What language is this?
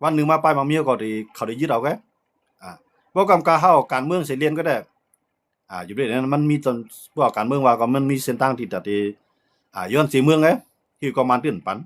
Shan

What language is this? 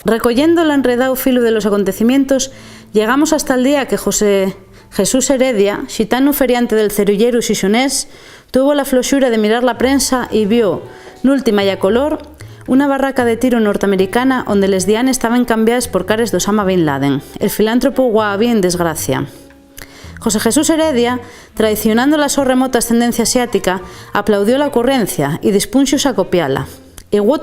Asturian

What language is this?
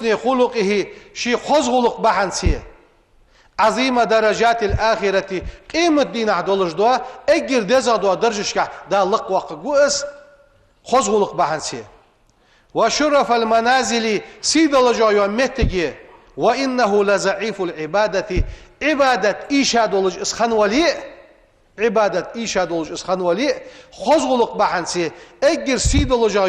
Ingush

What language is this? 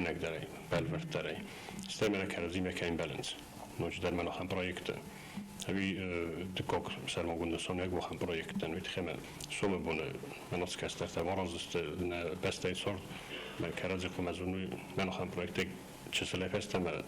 Ossetic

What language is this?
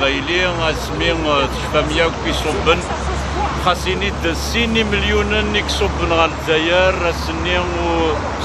Kabyle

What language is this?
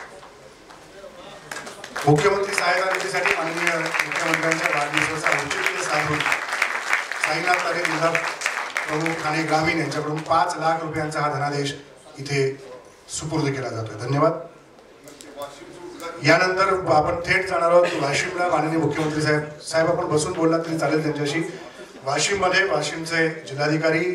Marathi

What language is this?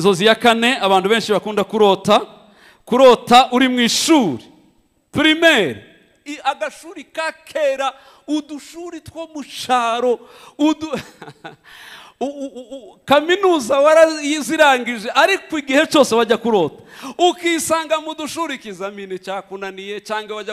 Kinyarwanda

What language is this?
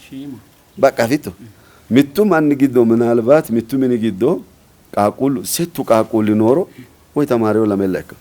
Sidamo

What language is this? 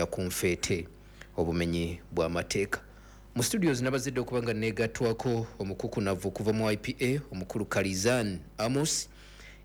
Ganda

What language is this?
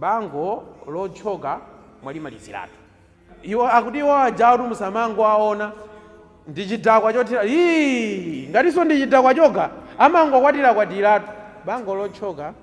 Nyanja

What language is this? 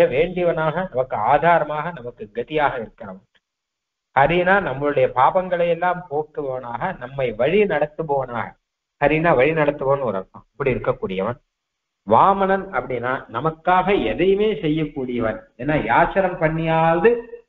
Tamil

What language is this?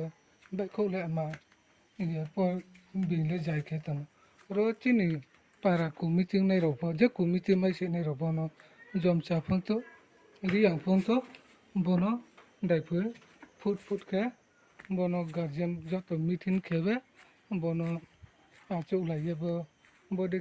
Riang (India)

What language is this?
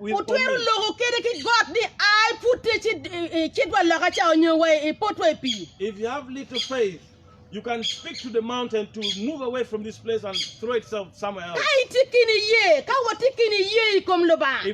Acoli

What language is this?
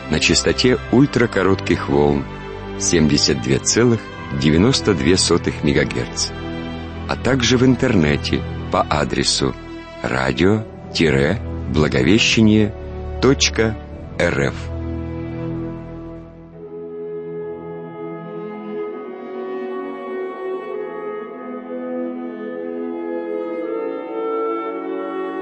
Russian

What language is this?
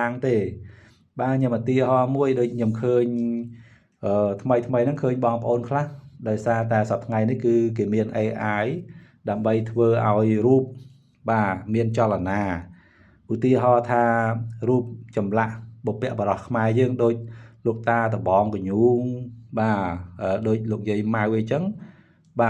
Khmer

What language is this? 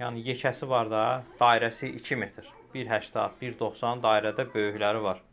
Azerbaijani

